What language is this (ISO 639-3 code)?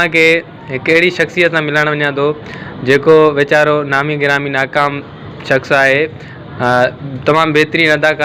snd